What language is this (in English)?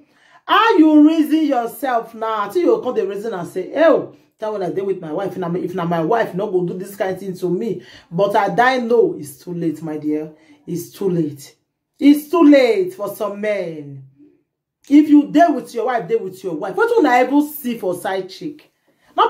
Nigerian Pidgin